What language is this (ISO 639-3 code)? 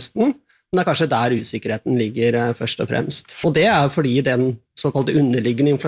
nor